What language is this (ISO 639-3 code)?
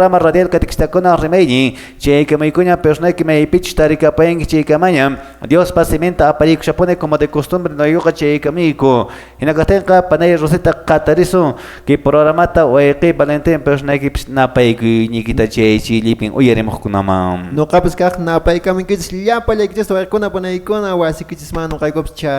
que